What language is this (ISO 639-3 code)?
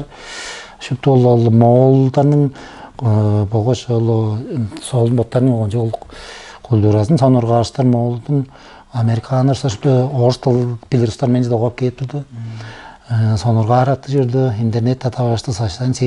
tyv